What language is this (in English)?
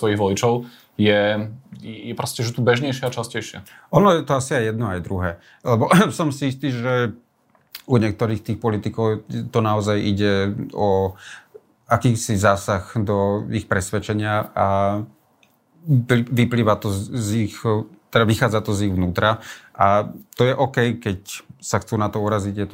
Slovak